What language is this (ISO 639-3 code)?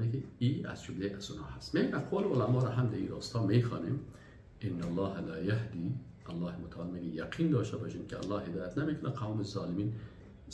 fas